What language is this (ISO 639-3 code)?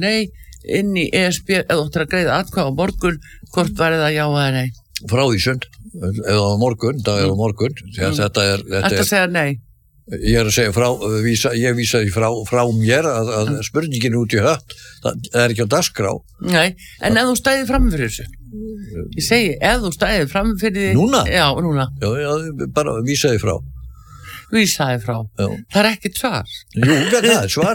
isl